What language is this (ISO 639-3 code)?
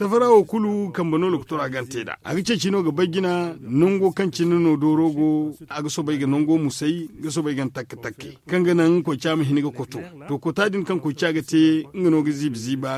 dje